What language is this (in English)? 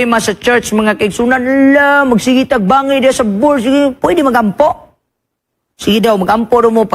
Cebuano